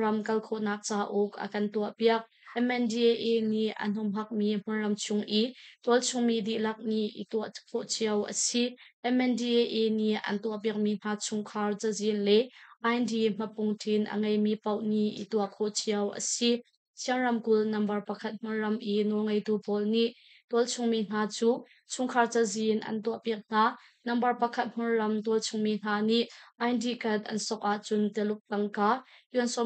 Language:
Hakha Chin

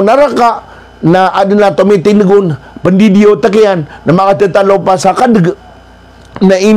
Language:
Maranao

